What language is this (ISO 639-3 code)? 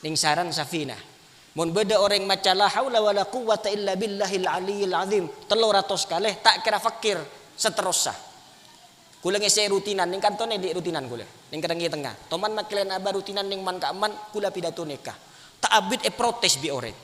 mad